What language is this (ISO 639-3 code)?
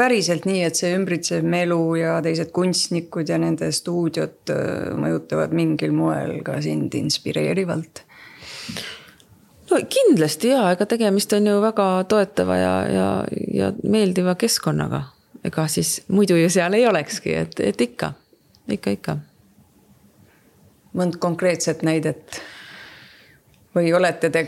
est